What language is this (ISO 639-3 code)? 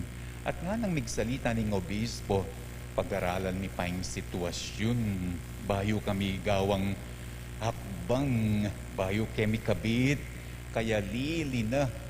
pam